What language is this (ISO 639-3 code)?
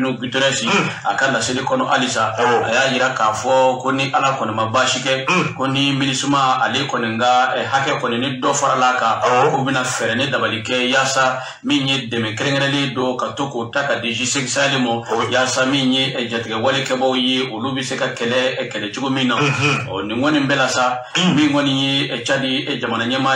bam